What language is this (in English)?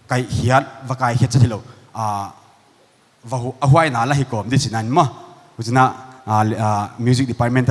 Paite Chin